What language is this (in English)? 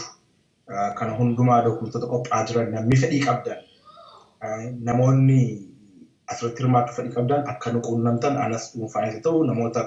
Oromo